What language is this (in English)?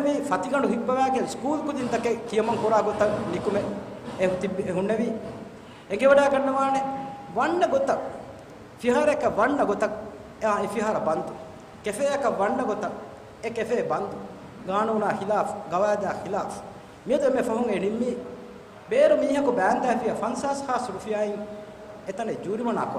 Divehi